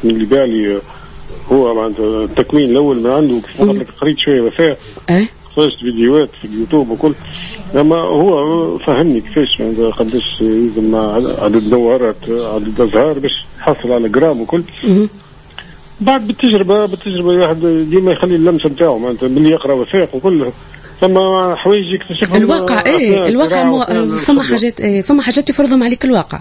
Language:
Tunisian Arabic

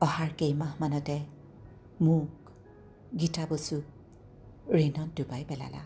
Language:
Assamese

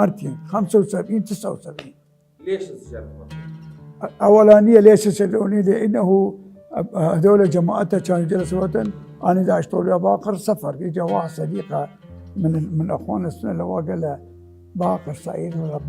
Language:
Mesopotamian Arabic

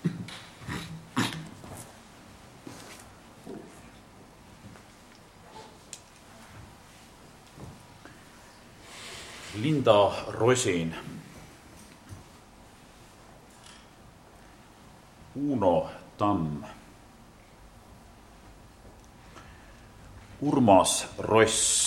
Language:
Estonian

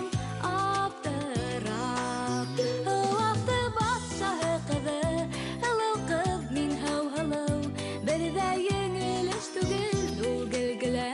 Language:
Bashkir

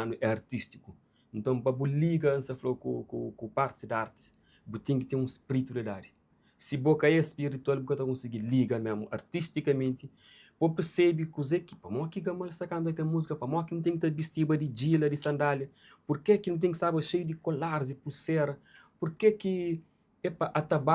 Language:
Kabuverdianu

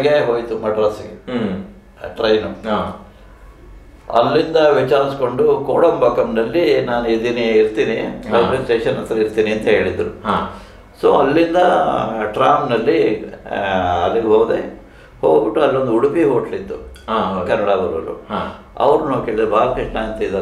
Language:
Kannada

